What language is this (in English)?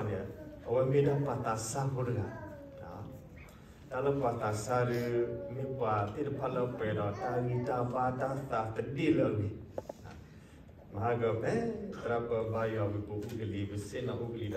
S'gaw Karen